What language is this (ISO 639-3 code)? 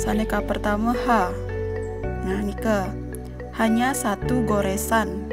ban